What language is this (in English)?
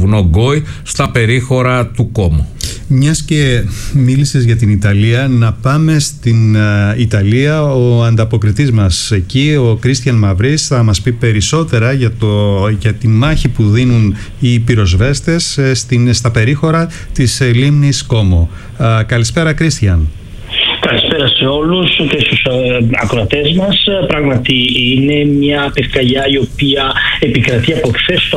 Greek